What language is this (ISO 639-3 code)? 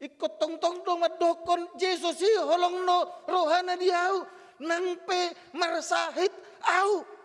bbc